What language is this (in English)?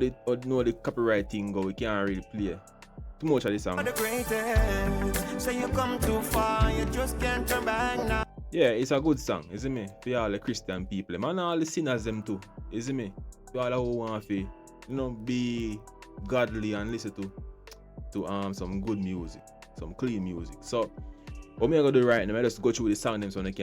Jamaican Creole English